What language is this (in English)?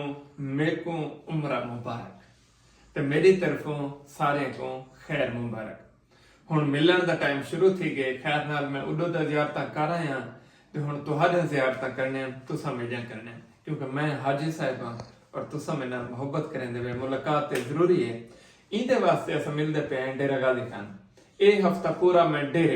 Saraiki